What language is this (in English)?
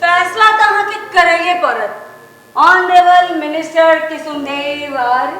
Maithili